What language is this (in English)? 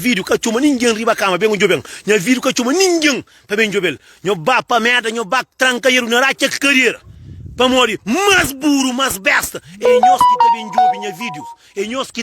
Kabuverdianu